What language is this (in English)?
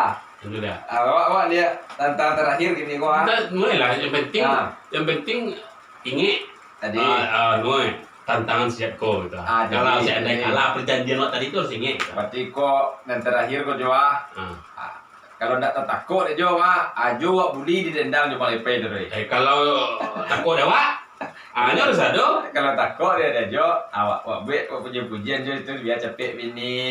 Minangkabau